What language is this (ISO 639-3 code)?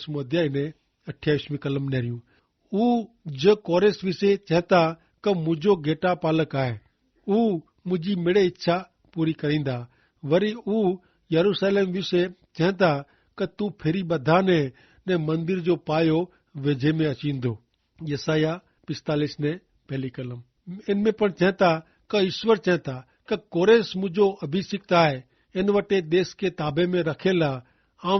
kfr